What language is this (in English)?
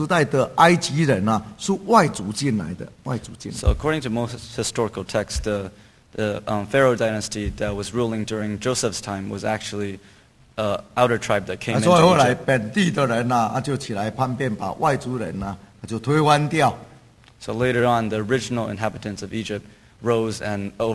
Chinese